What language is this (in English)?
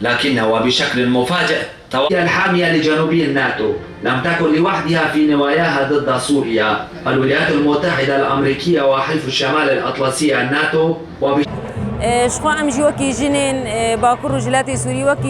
Kurdish